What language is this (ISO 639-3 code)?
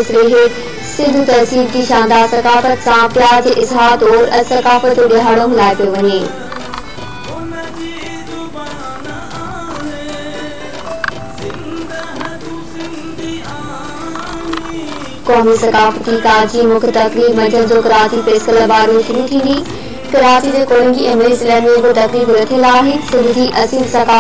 snd